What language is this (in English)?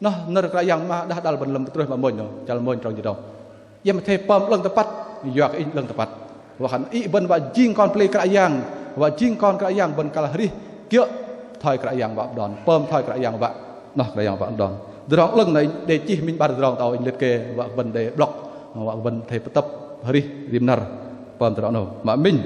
Bahnar